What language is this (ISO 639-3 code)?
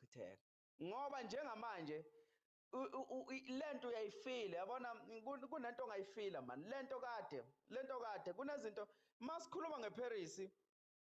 zul